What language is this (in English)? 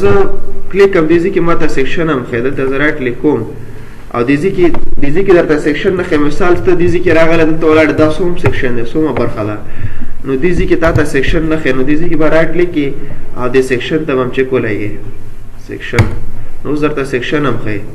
Pashto